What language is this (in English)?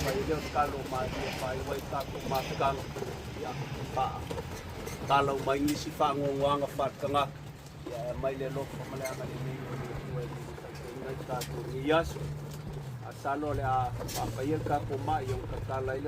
Samoan